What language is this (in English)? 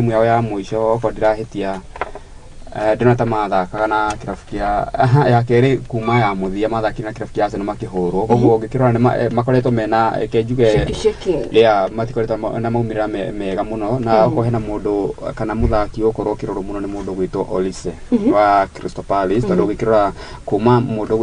Kikuyu